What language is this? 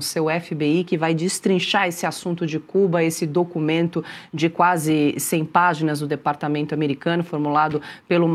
Portuguese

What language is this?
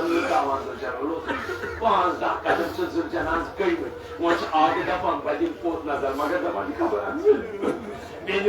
Kashmiri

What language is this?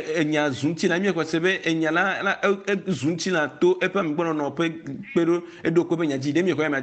Ewe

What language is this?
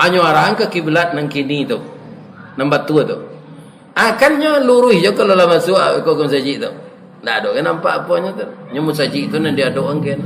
Minangkabau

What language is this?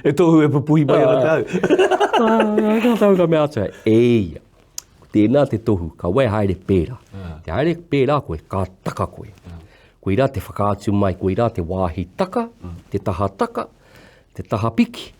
Māori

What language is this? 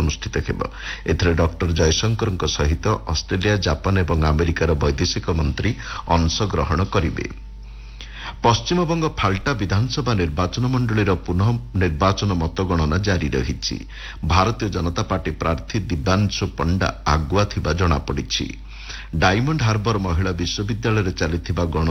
Odia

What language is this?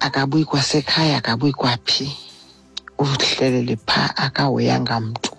Xhosa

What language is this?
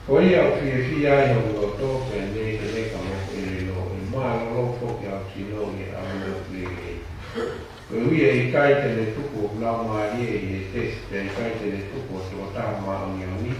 Tongan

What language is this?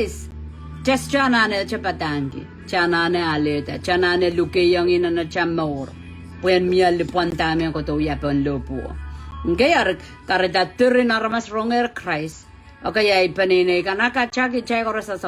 Pohnpeian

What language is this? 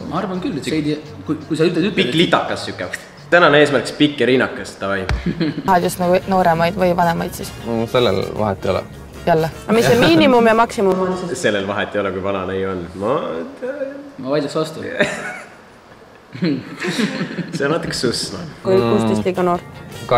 Estonian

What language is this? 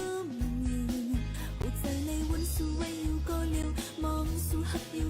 Shan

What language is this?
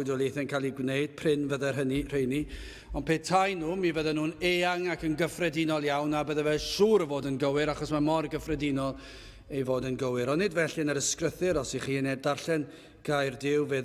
Welsh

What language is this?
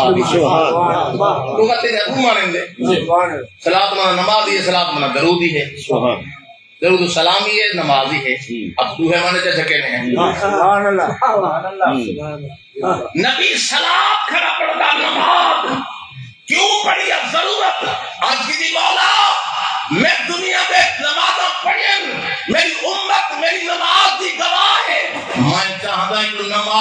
Saraiki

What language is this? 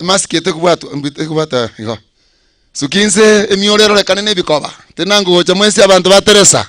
Gusii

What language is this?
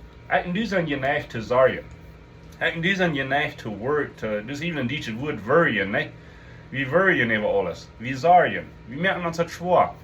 Plautdietsch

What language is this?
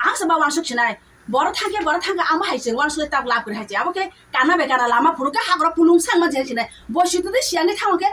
Kok Borok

